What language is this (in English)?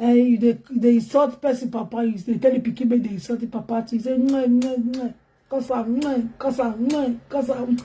Nigerian Pidgin